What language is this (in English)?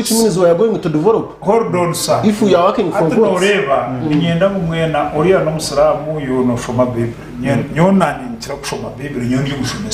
Nyankole